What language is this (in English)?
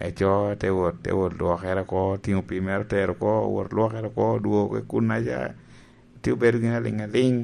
Lango (Uganda)